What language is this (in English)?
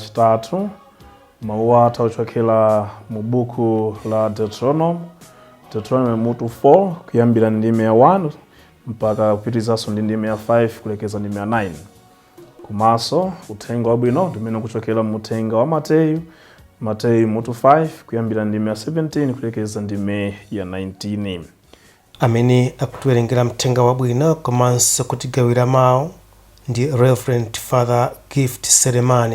Nyanja